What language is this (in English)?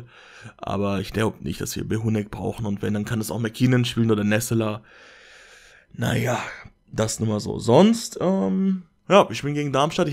German